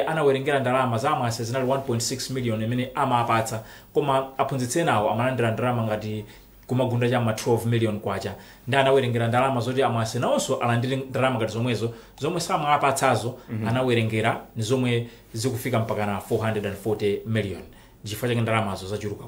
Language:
Nyanja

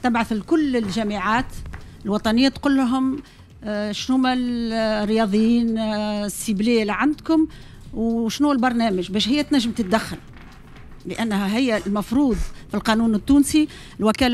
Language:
Tunisian Arabic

